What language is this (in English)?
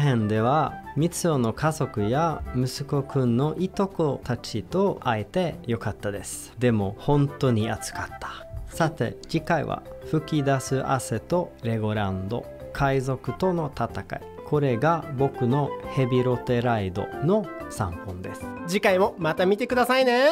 Japanese